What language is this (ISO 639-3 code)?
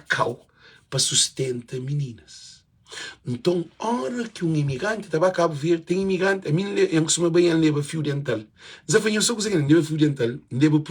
kea